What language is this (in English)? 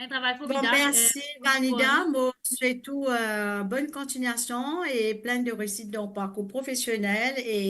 Morisyen